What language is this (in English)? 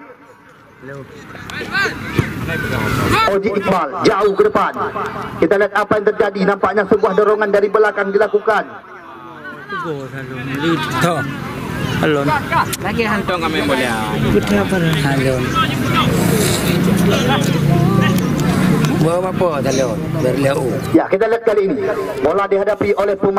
Malay